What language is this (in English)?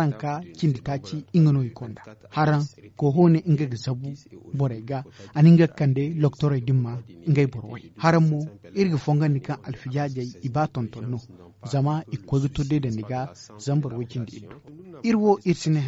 Zarma